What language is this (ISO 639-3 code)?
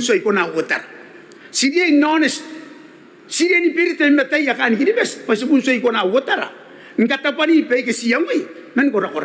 gil